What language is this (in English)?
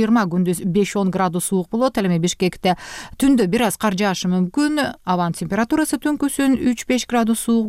Kyrgyz